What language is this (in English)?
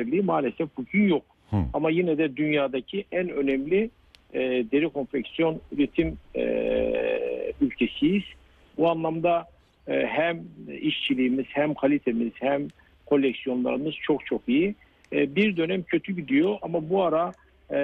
Turkish